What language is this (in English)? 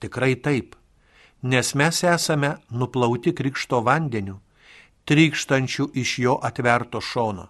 Lithuanian